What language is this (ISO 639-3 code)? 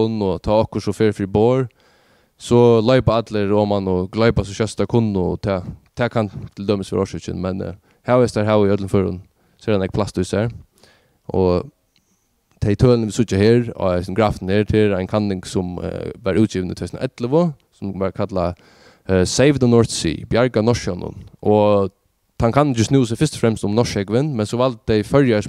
fao